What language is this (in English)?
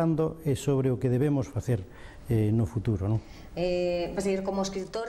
Galician